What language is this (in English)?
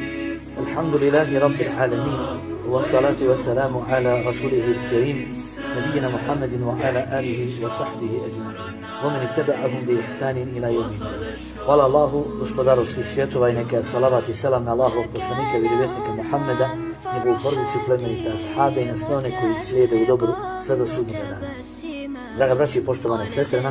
Bosnian